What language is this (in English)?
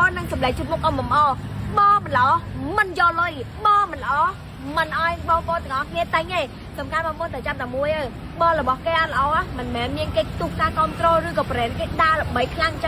Khmer